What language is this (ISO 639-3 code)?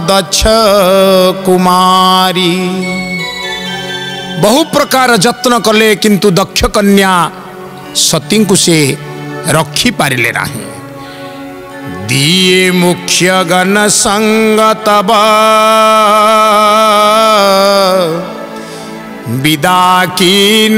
ori